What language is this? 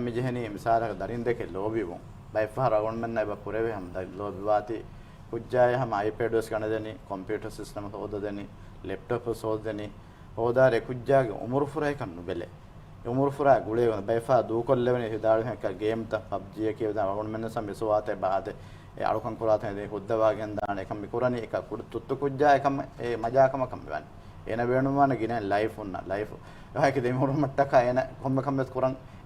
Divehi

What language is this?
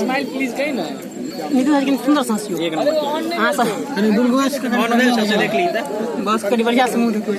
Maithili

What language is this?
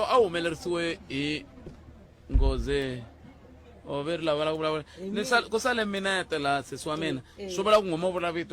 Tsonga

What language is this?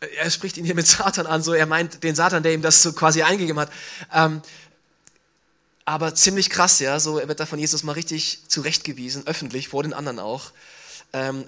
German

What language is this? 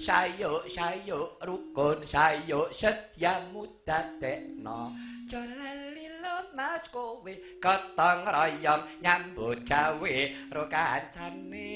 Javanese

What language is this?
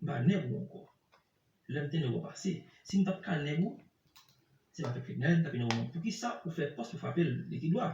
Haitian Creole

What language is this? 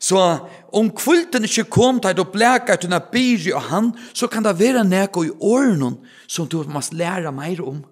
Faroese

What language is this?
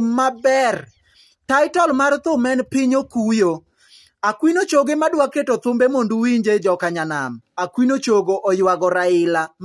Luo (Kenya and Tanzania)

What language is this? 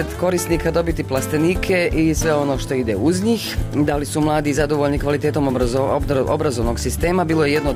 Bosnian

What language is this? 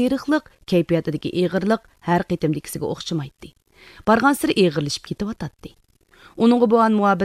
Uyghur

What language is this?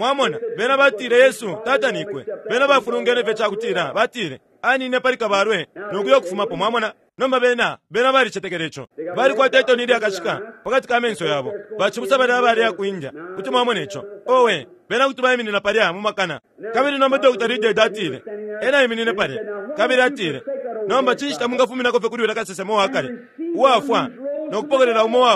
Bemba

